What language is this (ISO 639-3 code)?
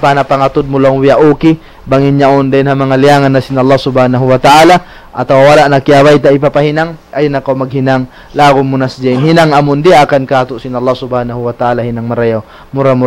tsg